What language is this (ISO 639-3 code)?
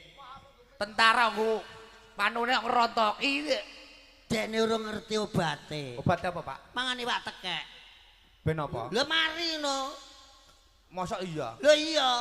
jav